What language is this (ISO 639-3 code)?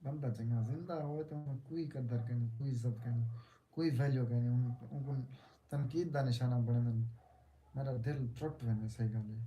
skr